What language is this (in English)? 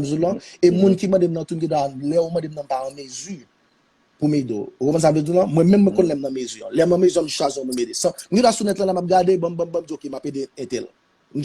Haitian Creole